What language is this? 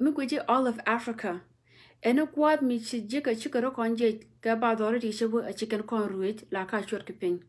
Nuer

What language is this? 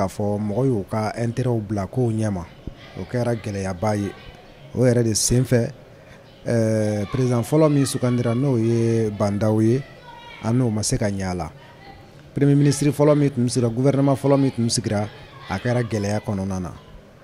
Bambara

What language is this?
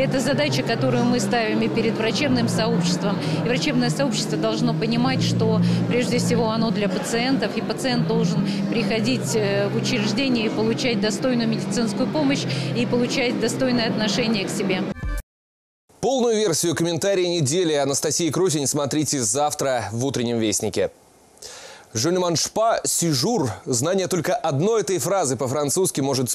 Russian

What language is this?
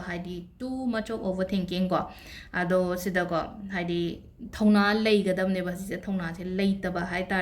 Manipuri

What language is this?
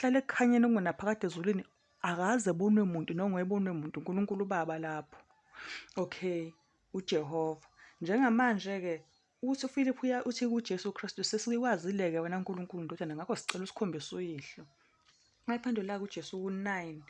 Zulu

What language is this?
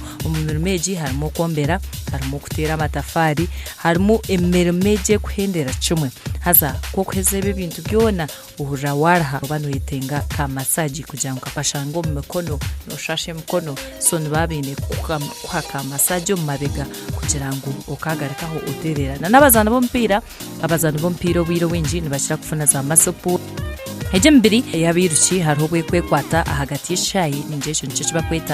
Nyankole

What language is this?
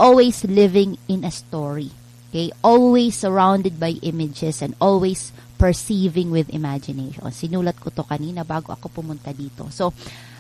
Filipino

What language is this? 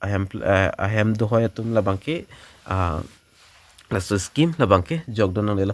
Karbi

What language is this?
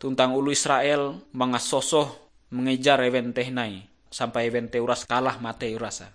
Ngaju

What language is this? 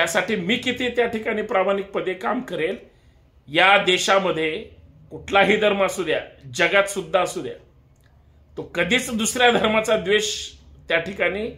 Marathi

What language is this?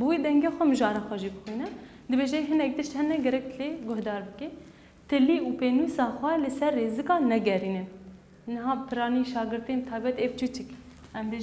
Kurdish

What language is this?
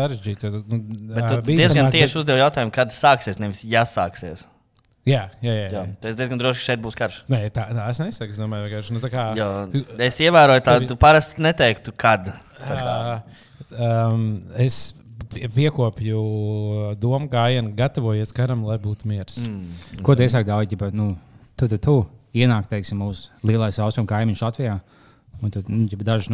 Latvian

